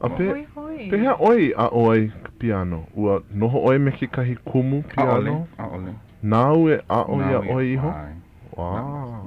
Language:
Hawaiian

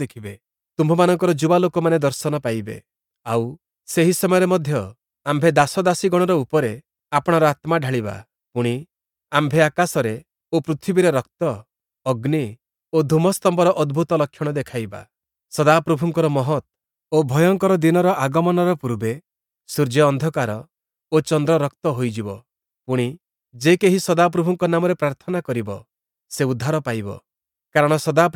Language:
Odia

